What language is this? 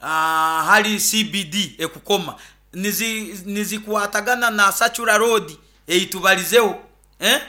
Nyoro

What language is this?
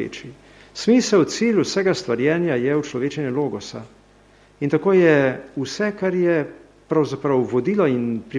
Slovenian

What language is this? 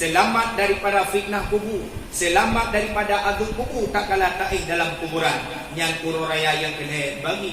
Achinese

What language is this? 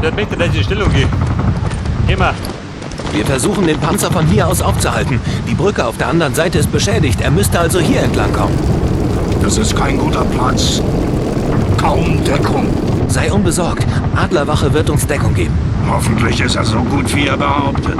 Bavarian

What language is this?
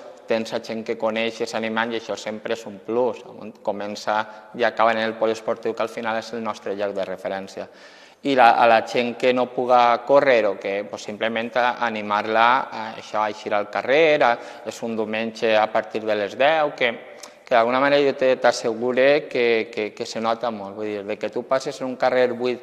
Catalan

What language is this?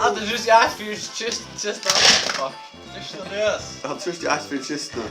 Faroese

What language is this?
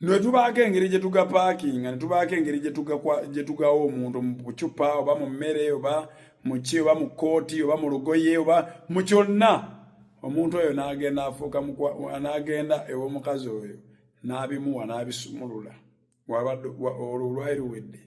Ganda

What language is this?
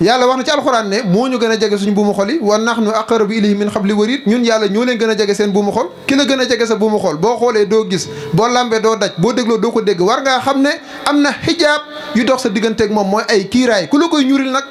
Wolof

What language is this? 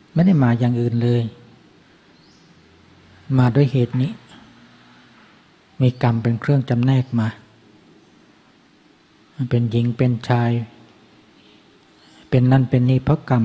Thai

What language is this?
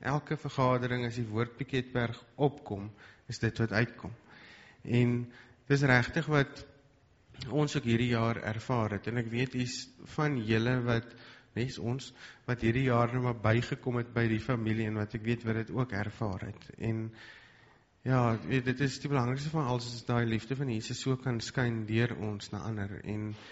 Afrikaans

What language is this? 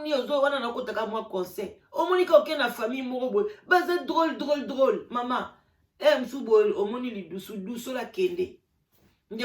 Lingala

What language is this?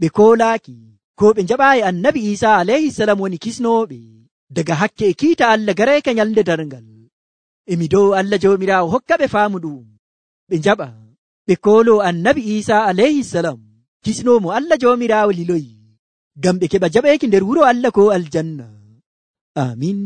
Nigerian Fulfulde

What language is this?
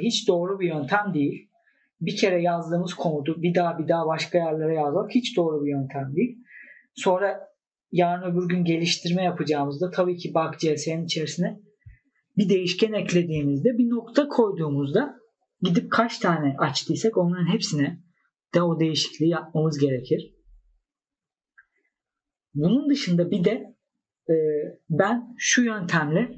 Turkish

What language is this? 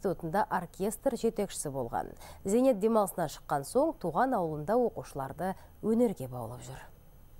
Kazakh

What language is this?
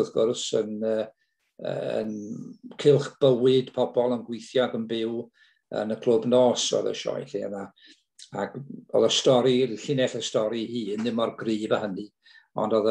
Welsh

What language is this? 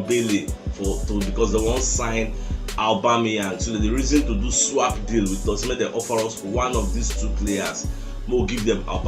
Nigerian Pidgin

